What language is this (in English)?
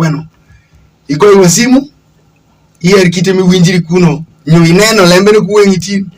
Alur